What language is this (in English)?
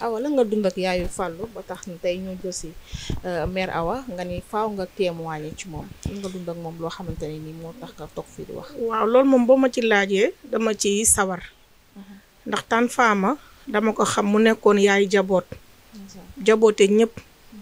Wolof